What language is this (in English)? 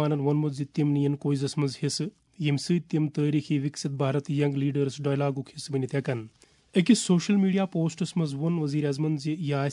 Kashmiri